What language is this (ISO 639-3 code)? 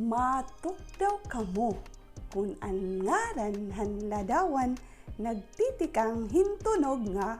war